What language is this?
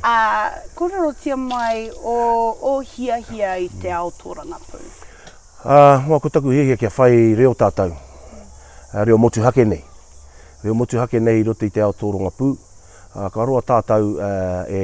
Māori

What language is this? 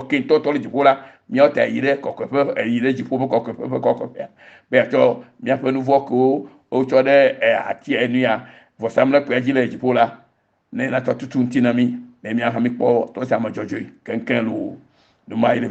Ewe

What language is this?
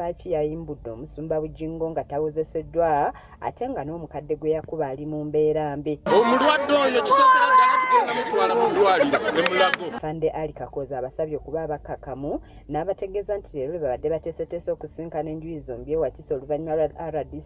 Ganda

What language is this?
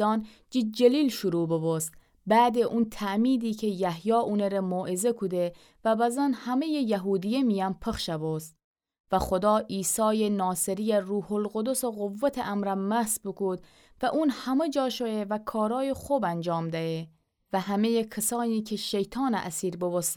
Gilaki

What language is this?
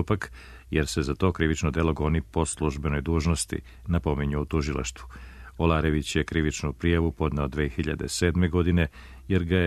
Serbian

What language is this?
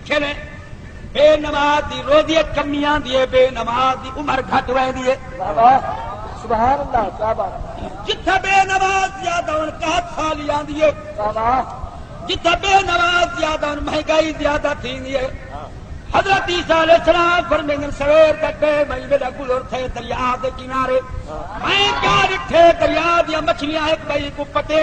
Saraiki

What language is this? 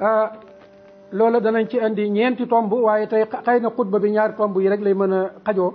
Wolof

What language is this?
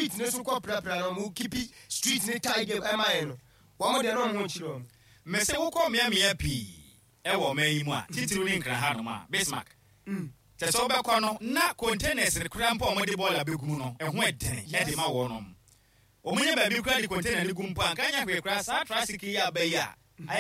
Akan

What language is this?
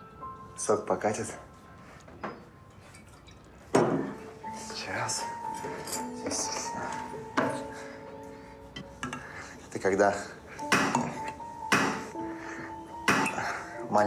Russian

